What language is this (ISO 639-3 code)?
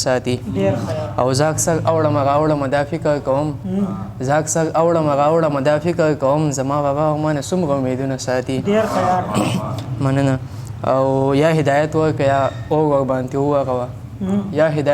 pus